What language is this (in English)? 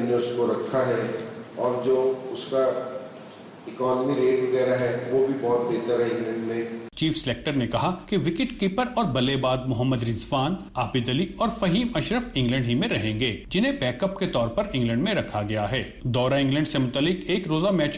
Urdu